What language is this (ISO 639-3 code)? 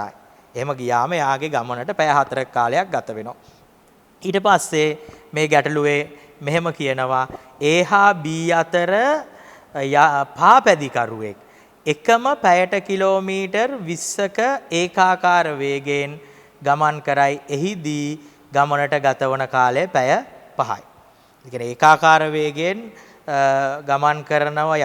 sin